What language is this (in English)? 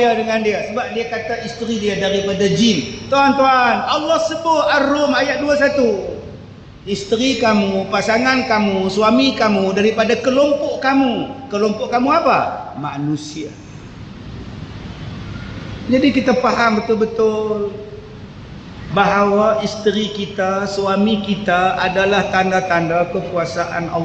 Malay